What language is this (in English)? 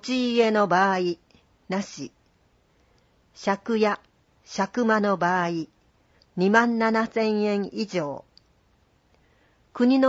Japanese